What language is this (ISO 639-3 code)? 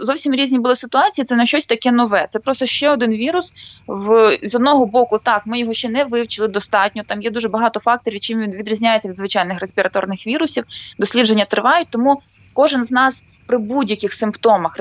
ukr